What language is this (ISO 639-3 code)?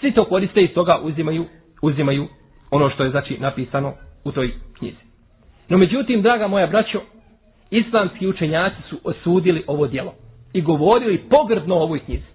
bos